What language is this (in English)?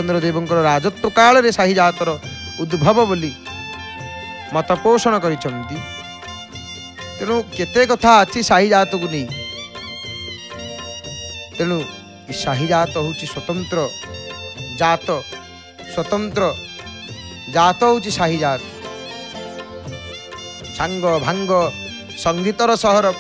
Odia